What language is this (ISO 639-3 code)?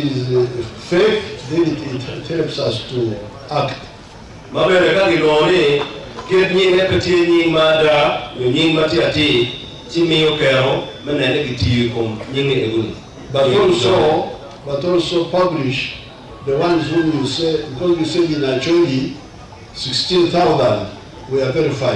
ach